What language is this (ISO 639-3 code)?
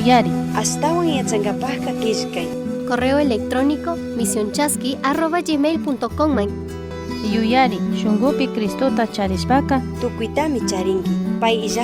qug